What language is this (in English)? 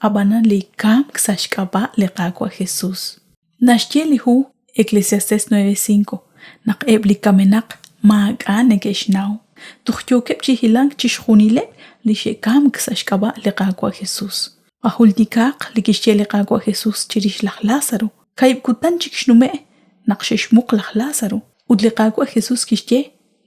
Kekchí